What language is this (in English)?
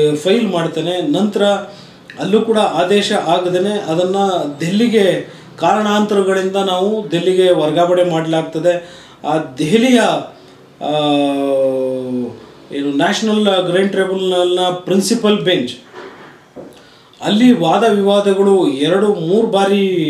Kannada